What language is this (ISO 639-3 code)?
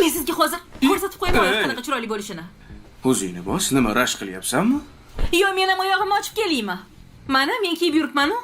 uzb